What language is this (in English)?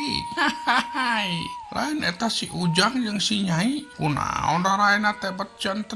Sundanese